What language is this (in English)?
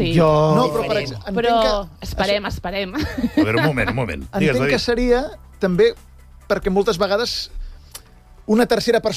Catalan